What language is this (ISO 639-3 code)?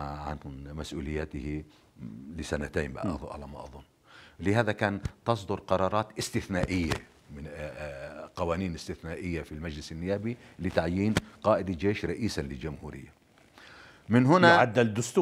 apc